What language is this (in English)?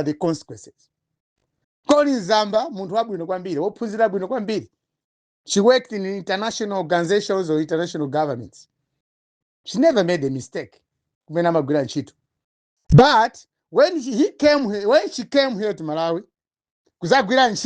Nyanja